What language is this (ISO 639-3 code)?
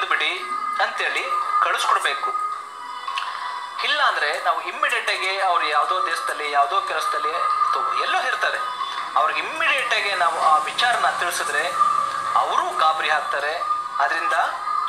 kan